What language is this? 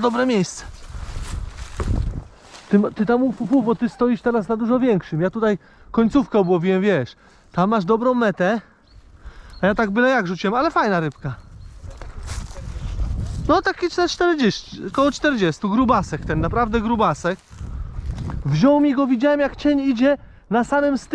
Polish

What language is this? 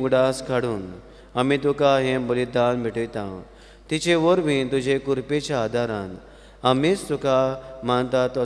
Konkani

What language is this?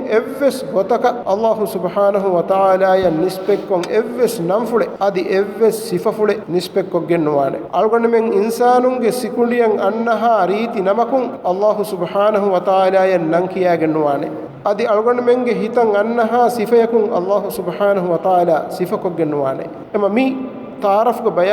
Divehi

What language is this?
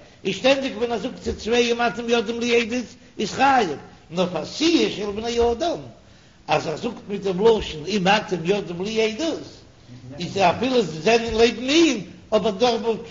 Yiddish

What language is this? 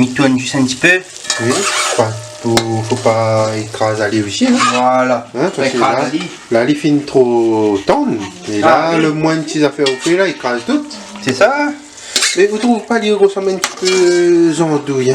Réunion Creole French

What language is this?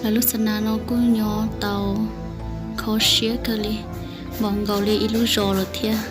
Hmong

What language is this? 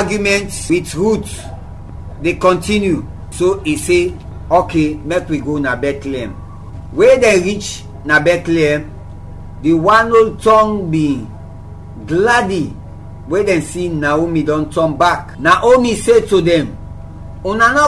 Krio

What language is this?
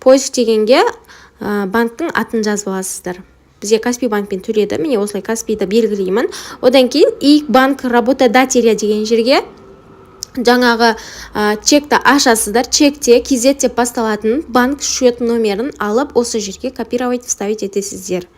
Kazakh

